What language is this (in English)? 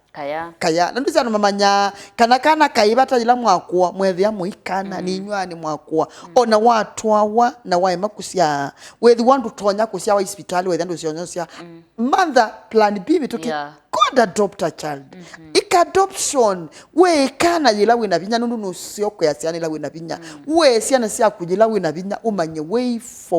Kamba